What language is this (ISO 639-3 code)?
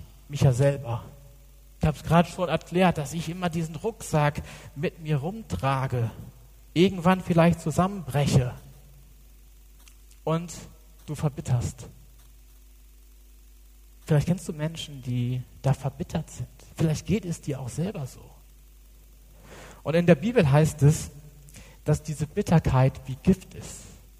deu